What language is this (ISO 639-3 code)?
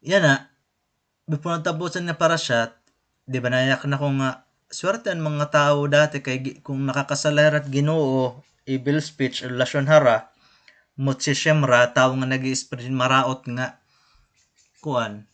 war